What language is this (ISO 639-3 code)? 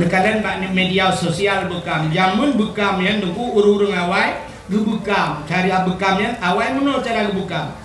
ace